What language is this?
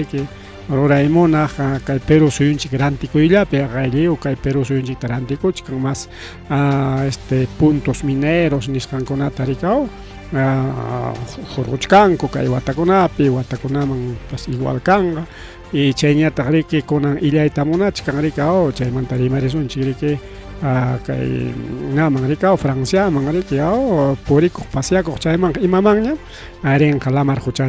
Ayacucho Quechua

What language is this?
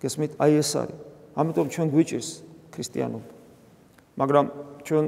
Georgian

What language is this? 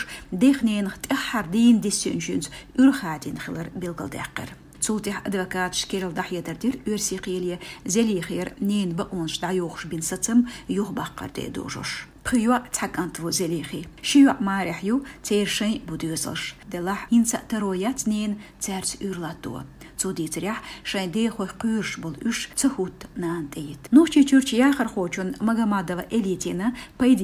Chechen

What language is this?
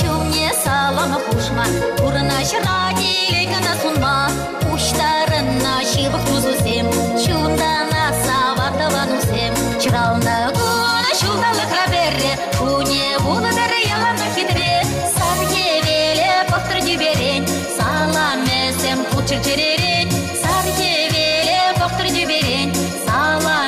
Chuvash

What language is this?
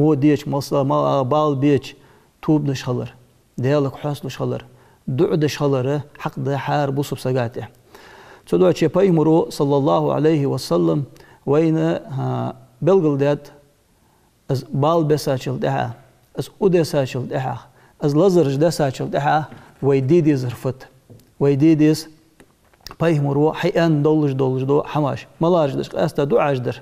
Ingush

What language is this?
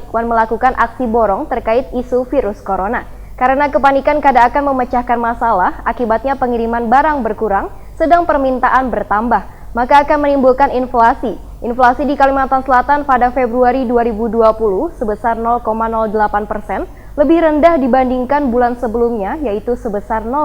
Banjar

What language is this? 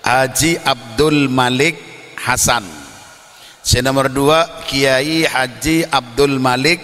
Madurese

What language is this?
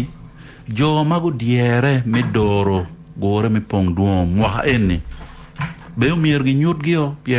Acoli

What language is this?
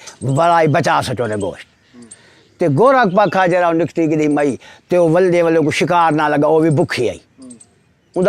Saraiki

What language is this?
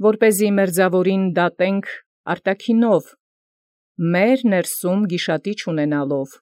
Armenian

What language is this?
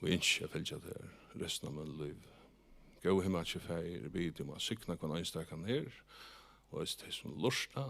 Faroese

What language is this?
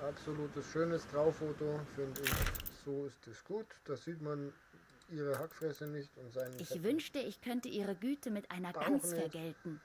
Bavarian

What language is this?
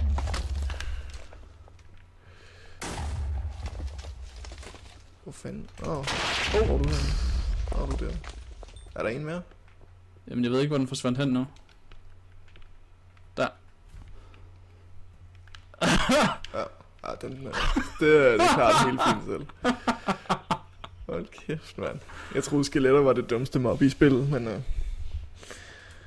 Danish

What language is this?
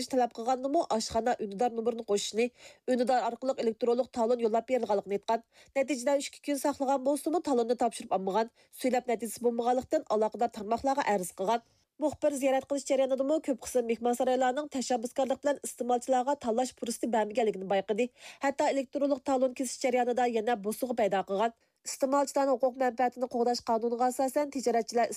Uyghur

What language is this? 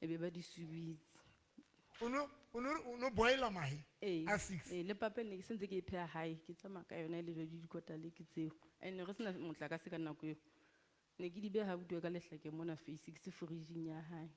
Southern Sotho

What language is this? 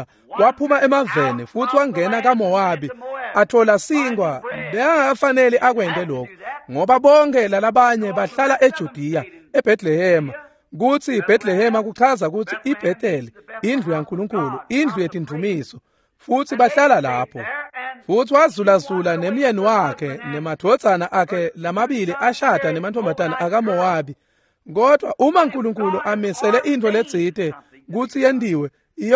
Swati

